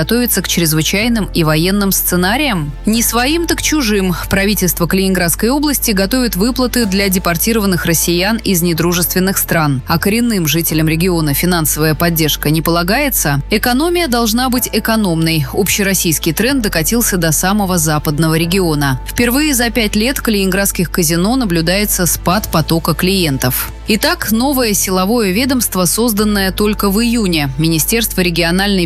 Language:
Russian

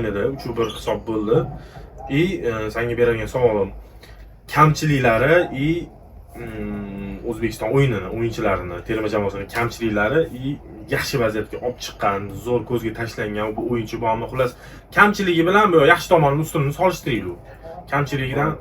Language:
Uzbek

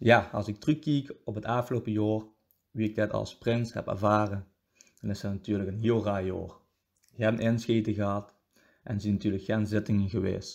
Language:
Limburgish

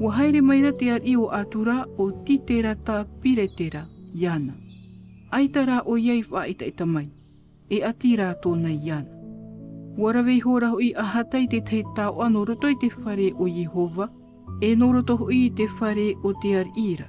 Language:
Tahitian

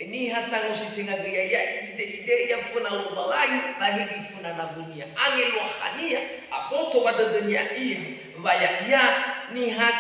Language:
Nias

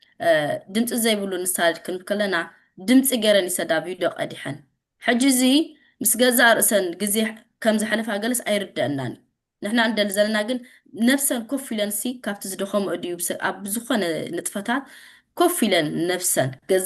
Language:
Tigrinya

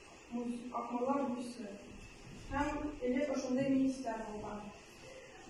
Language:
Bashkir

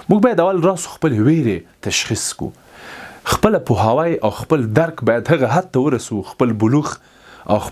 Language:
Pashto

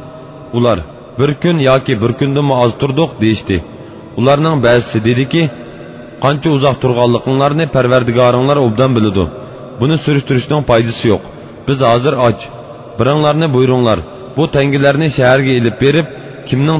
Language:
Uyghur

